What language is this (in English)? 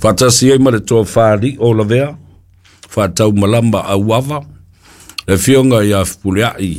Samoan